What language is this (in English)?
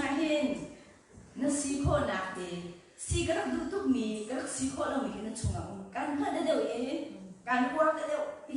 Hakha Chin